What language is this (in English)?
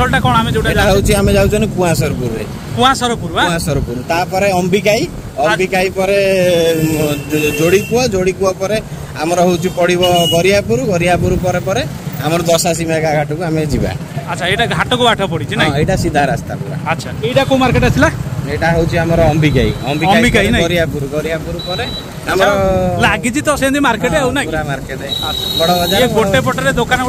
Odia